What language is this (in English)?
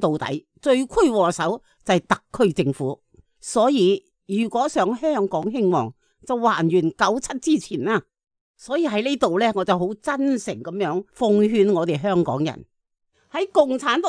Cantonese